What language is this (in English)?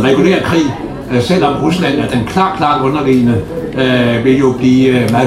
Danish